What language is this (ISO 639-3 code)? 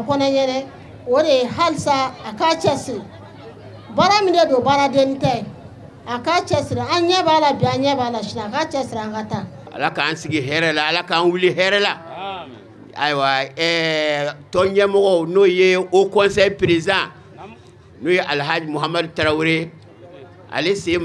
bam